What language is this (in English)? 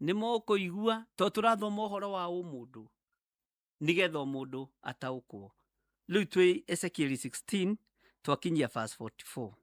Kikuyu